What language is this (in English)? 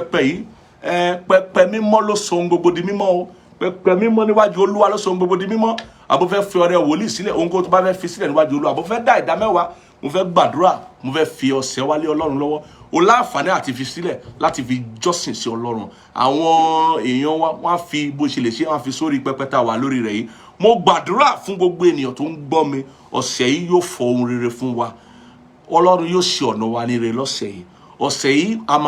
Yoruba